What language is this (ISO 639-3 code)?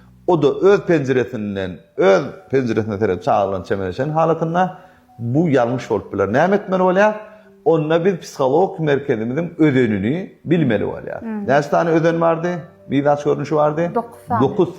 tuk